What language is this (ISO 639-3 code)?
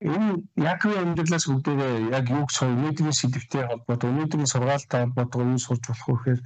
mon